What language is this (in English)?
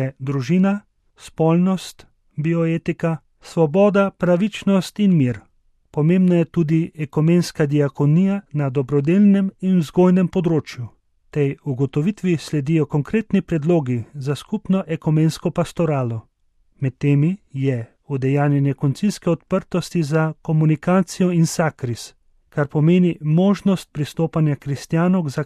Slovenian